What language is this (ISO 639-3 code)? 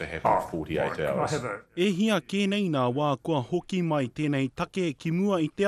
mri